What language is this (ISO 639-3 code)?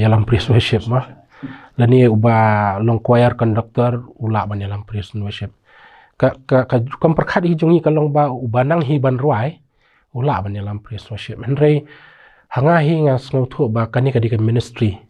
kha